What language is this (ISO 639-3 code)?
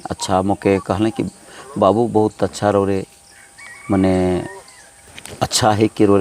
sck